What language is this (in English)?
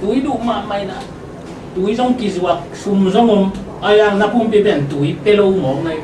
Tedim Chin